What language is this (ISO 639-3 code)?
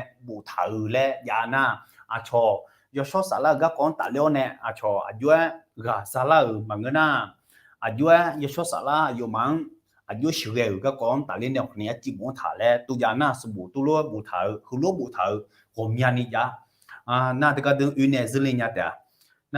ahk